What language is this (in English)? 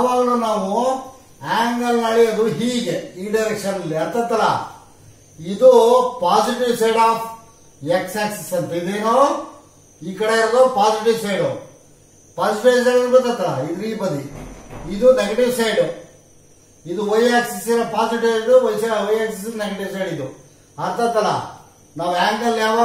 Kannada